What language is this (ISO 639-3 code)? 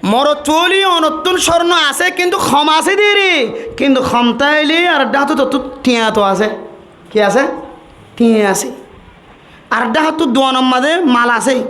rhg